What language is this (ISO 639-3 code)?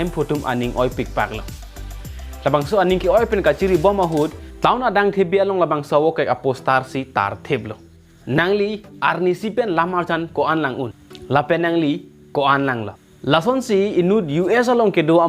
mjw